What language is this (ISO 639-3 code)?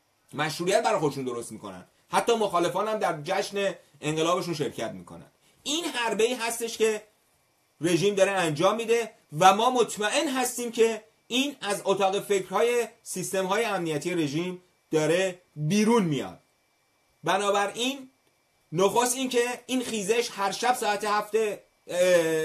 fas